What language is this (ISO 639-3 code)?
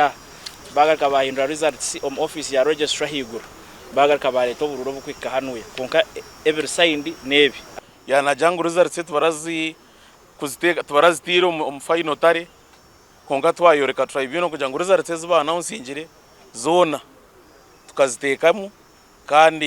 nyn